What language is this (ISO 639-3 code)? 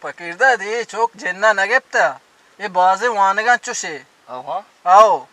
bal